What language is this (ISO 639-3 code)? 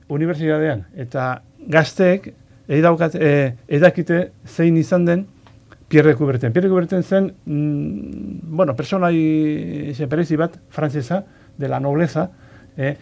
eus